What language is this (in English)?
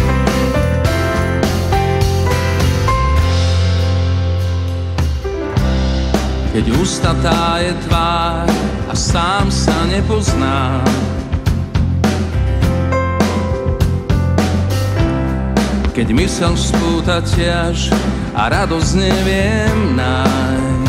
Slovak